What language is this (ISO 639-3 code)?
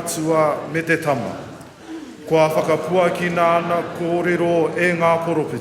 mri